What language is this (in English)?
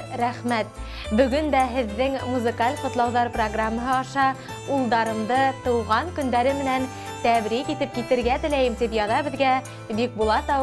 Bashkir